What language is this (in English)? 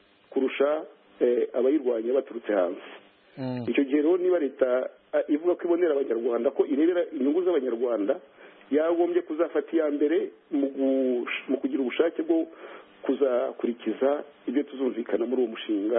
Kinyarwanda